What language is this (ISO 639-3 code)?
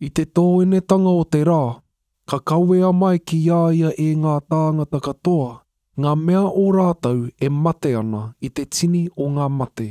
mri